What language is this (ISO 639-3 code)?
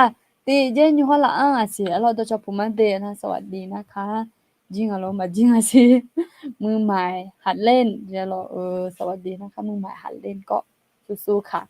ahk